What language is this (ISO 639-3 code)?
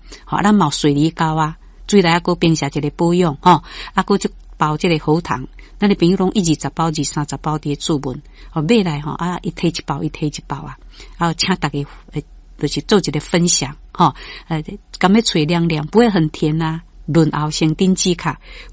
nan